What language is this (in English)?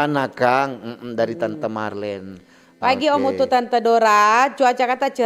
Manado Malay